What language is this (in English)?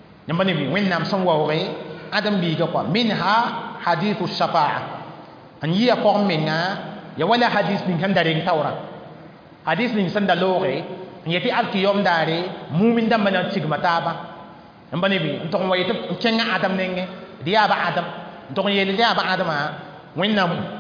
Mossi